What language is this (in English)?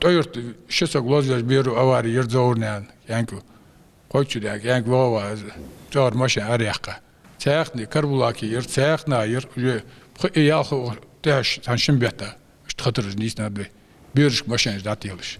Ingush